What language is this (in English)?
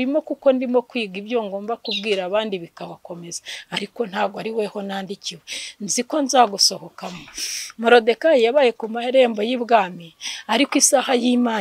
Kinyarwanda